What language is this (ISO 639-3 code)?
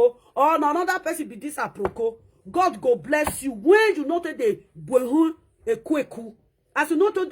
pcm